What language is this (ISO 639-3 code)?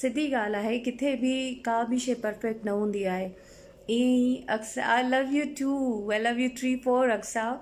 snd